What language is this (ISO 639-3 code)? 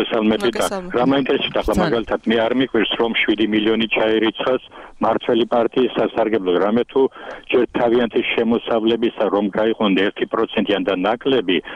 kat